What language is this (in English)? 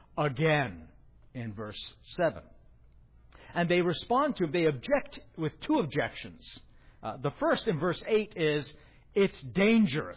English